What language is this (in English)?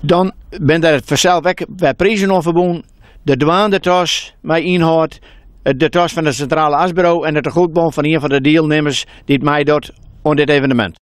Western Frisian